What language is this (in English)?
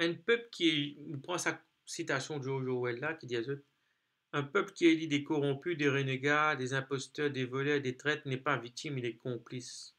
Morisyen